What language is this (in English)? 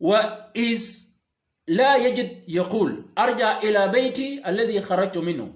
Shilluk